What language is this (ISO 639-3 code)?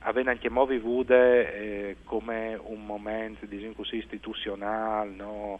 fur